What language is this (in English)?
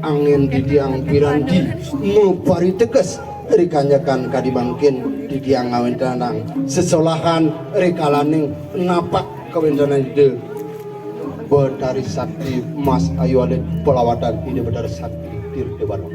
Balinese